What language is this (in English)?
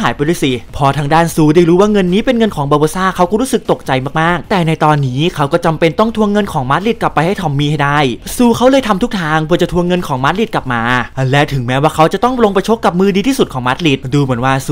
Thai